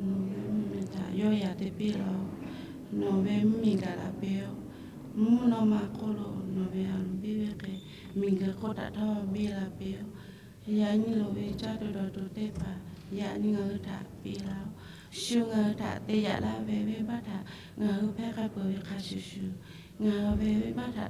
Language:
Lahu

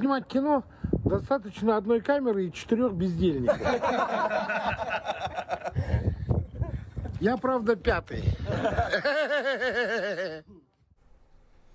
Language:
Kazakh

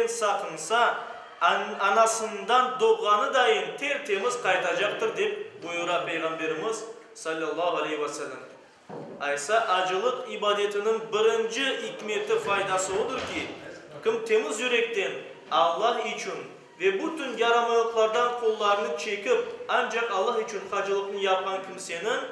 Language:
Crimean Tatar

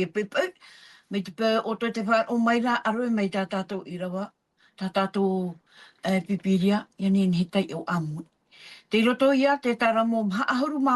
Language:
Tahitian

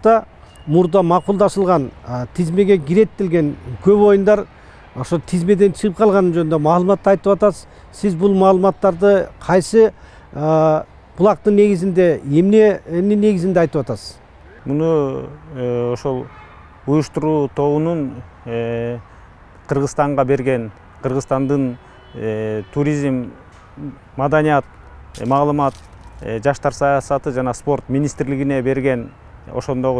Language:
Kyrgyz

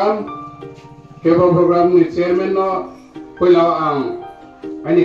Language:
Riang (India)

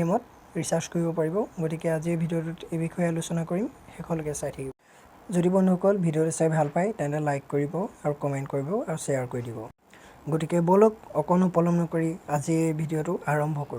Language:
Assamese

